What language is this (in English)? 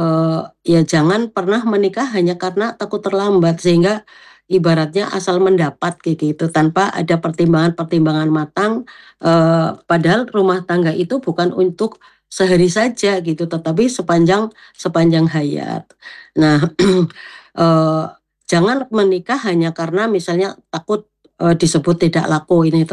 Indonesian